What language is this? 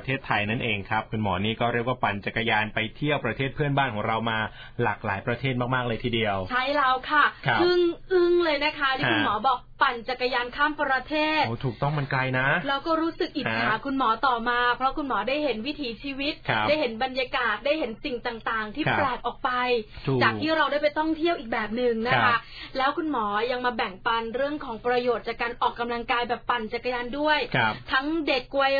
Thai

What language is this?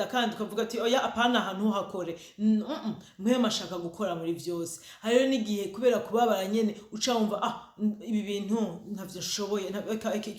Rundi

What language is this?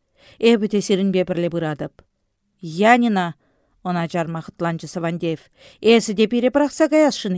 Chuvash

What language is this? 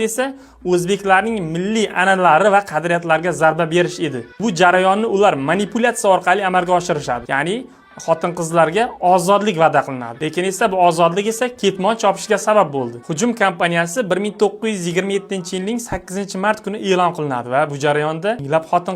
Uzbek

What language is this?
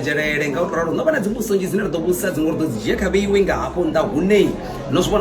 Venda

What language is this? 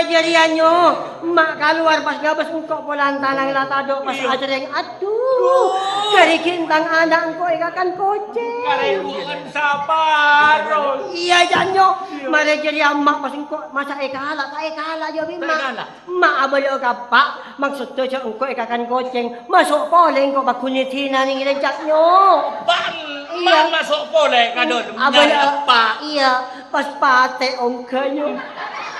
Madurese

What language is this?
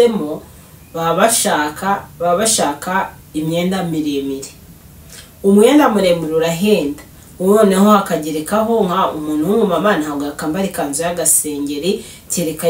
Kinyarwanda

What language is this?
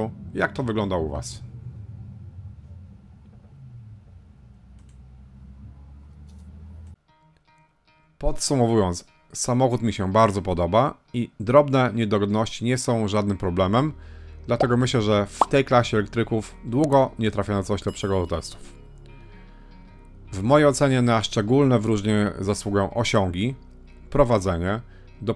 Polish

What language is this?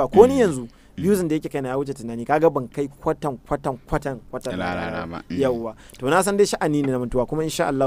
Hausa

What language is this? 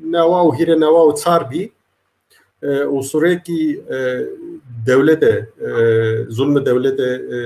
Zaza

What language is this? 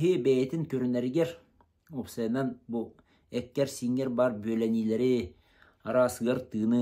Yakut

